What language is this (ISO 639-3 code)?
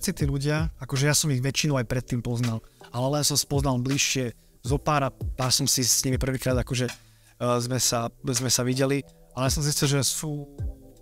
slk